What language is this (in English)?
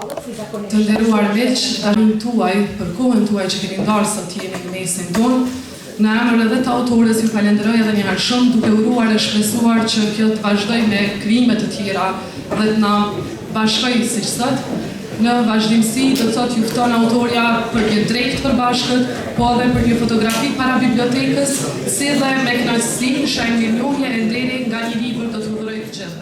Albanian